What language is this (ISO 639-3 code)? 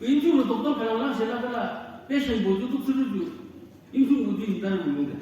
nag